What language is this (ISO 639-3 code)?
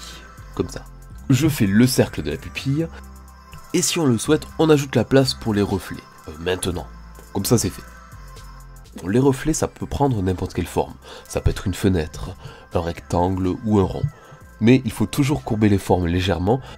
fra